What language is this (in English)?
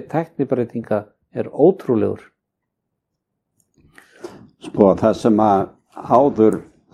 Icelandic